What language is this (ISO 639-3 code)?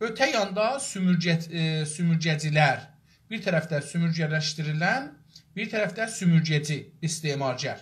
azb